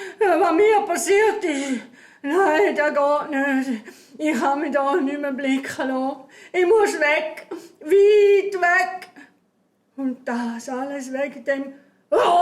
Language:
Swiss German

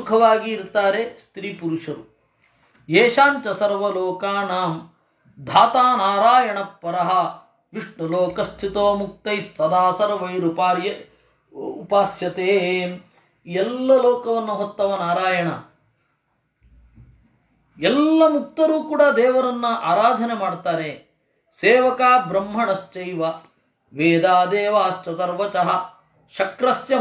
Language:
Kannada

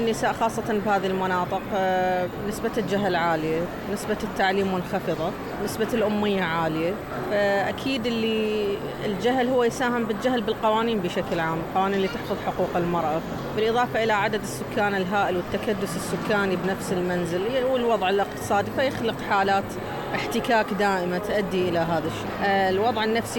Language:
Mesopotamian Arabic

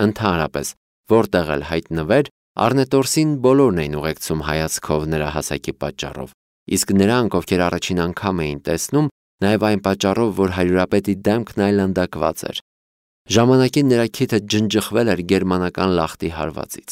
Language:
Armenian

